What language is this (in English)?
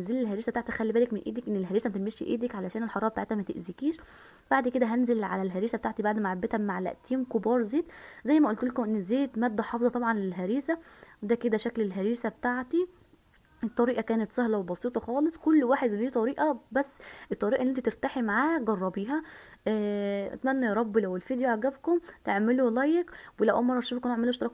Egyptian Arabic